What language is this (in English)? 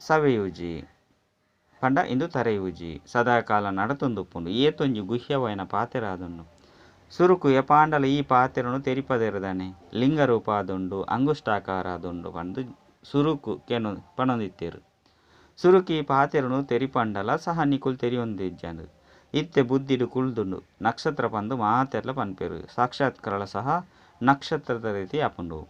Tulu